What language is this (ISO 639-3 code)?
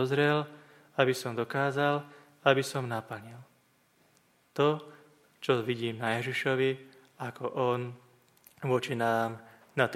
slk